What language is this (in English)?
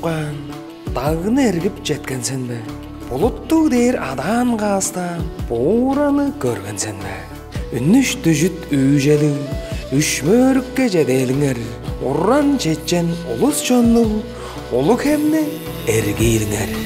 Tuvinian